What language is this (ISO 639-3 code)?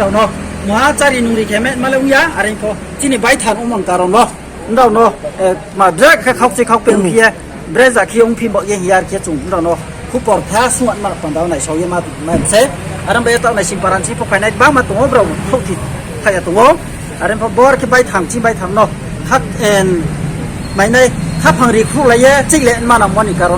ria